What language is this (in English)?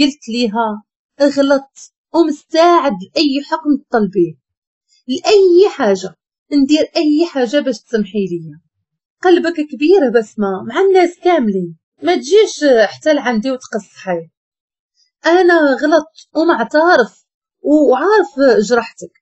Moroccan Arabic